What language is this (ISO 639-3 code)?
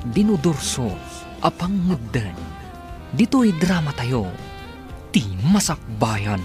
ilo